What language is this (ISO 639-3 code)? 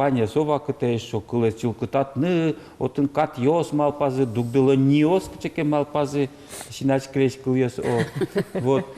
udm